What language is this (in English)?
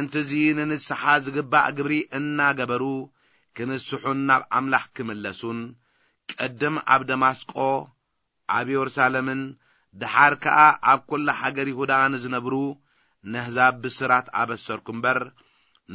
Tigrinya